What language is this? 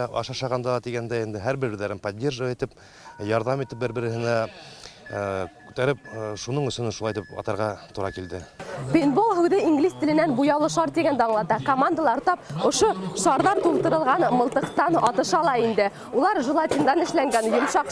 Bashkir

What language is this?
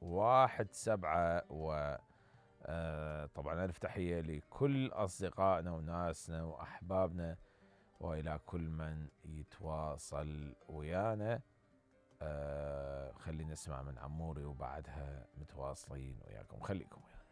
Mesopotamian Arabic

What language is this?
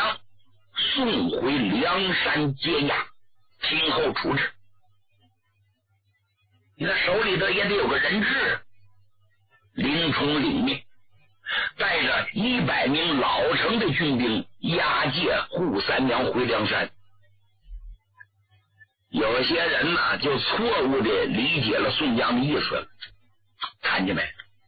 Chinese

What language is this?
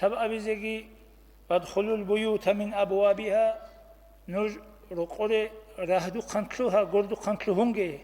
Avaric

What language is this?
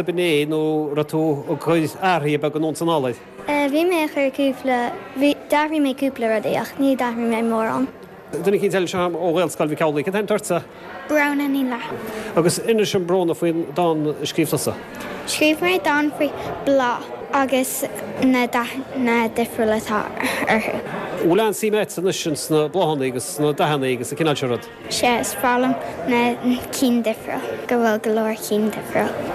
Irish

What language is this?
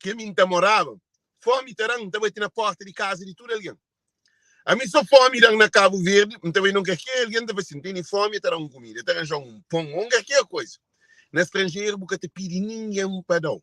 Kabuverdianu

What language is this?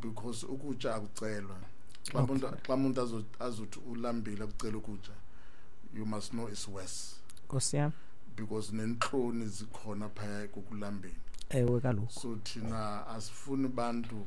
Xhosa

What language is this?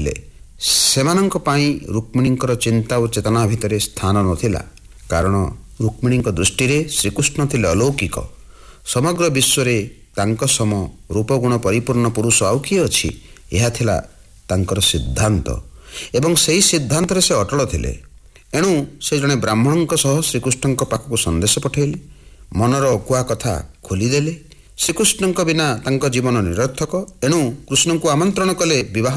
Odia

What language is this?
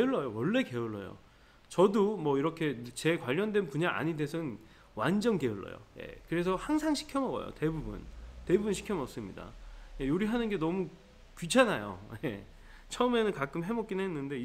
Korean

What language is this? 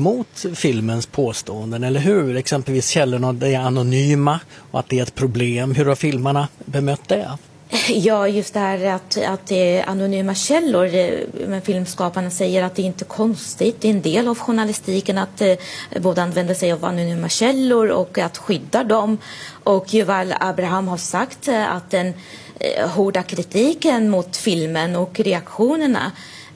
Swedish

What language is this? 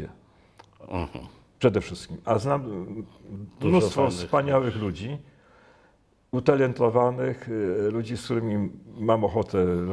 Polish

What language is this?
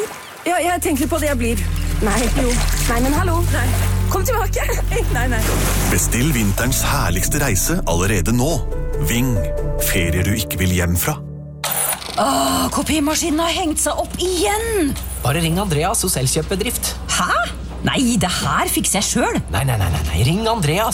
Norwegian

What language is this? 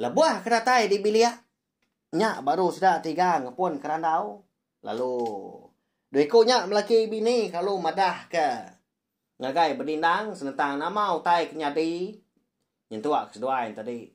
Iban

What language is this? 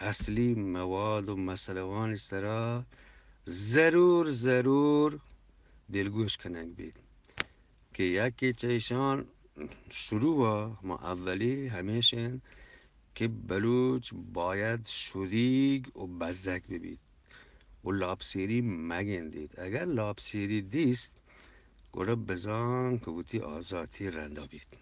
Eastern Balochi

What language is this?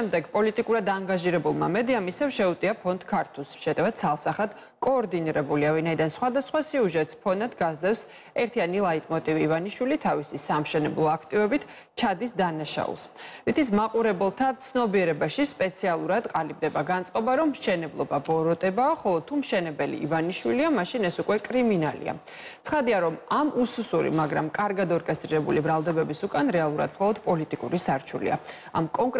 Georgian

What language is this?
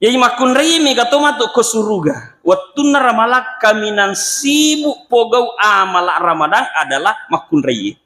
Buginese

